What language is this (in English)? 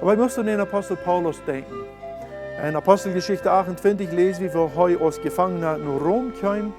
Plautdietsch